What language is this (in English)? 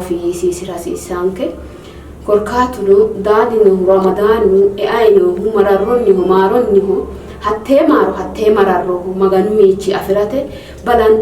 Sidamo